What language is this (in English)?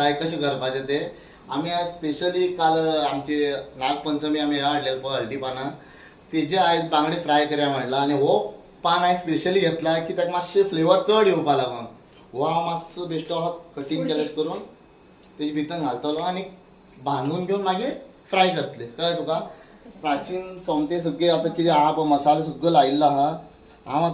Konkani